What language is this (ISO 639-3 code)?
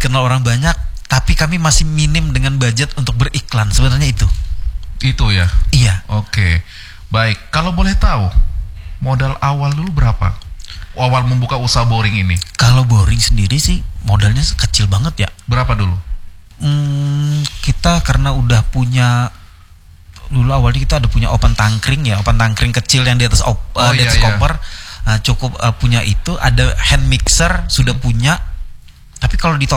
ind